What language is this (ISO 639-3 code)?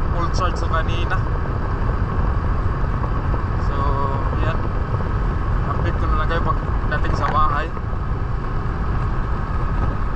fil